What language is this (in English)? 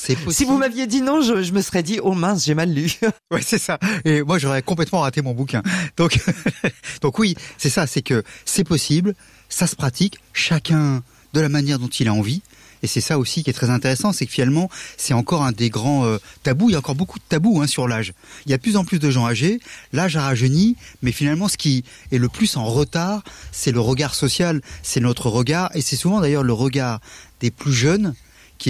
French